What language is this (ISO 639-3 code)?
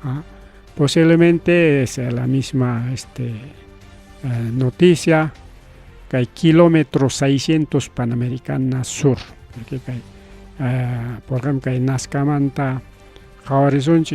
quy